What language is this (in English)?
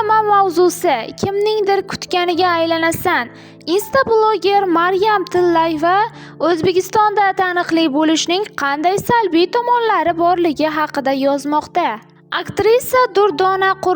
Uzbek